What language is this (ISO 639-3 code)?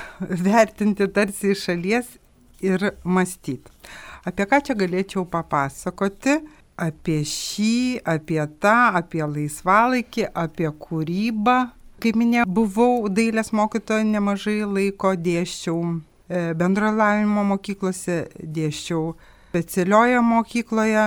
lit